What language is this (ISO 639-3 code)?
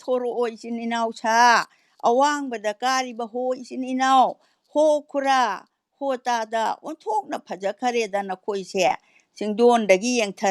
mni